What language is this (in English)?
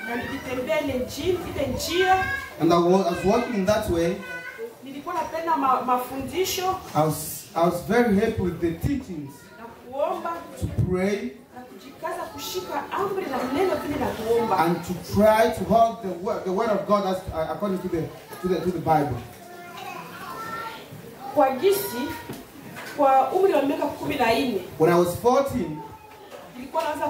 Swahili